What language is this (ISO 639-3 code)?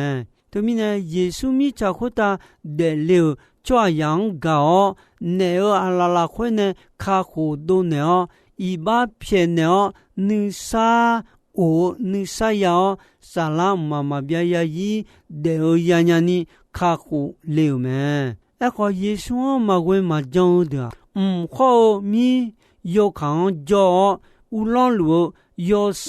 ahk